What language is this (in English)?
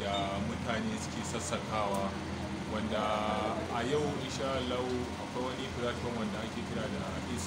Hausa